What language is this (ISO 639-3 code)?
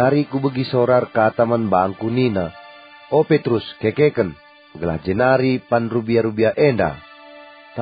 btx